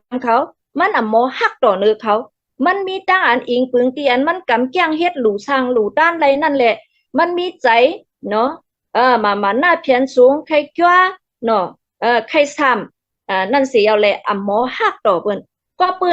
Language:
Shan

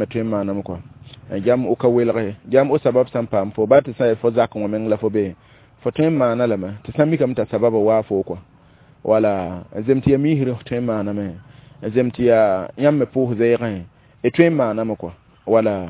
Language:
Mossi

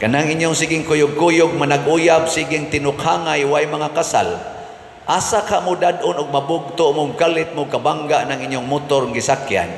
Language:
Cebuano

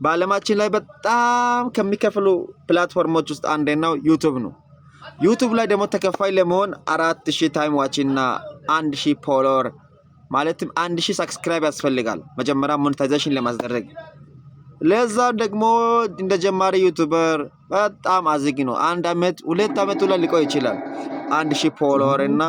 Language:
Amharic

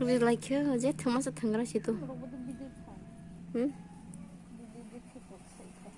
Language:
Kok Borok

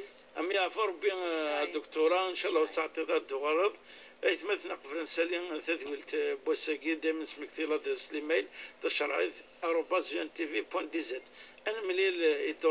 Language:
Moroccan Arabic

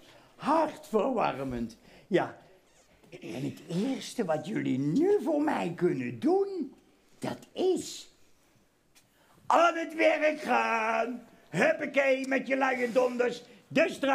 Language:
Dutch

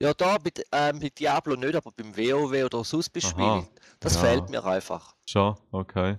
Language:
Swiss German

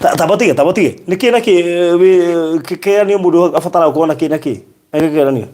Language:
Kikuyu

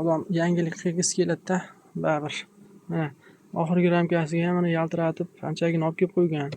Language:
Uzbek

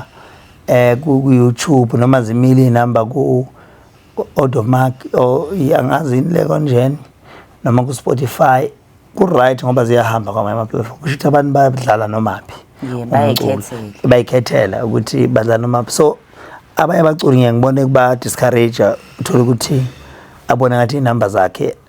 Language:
Zulu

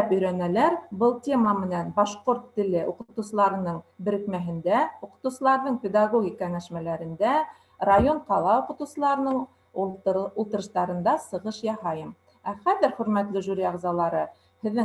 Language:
Bashkir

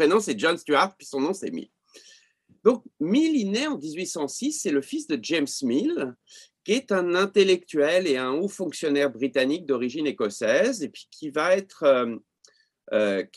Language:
French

